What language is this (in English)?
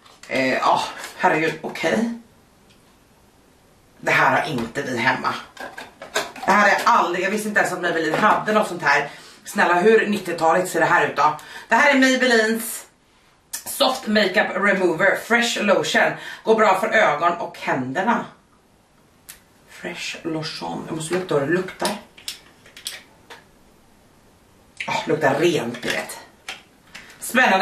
Swedish